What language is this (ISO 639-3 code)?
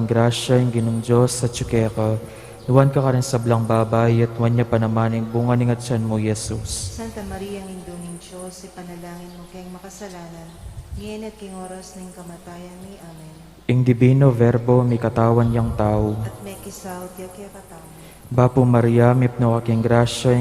pam